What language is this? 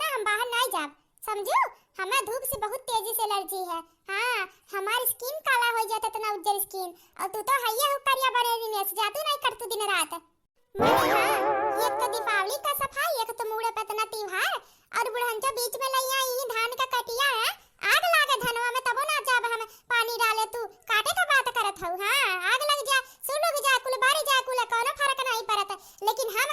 Awadhi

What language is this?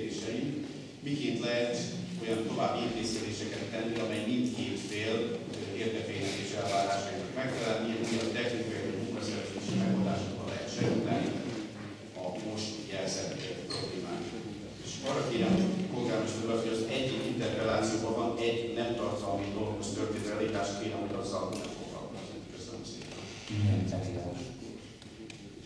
Hungarian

